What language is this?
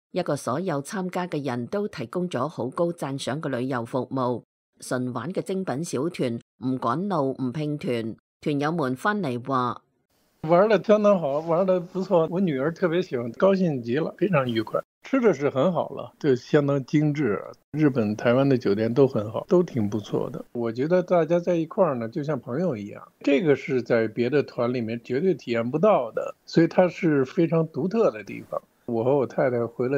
Cantonese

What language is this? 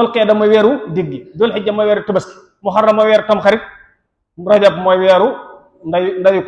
Wolof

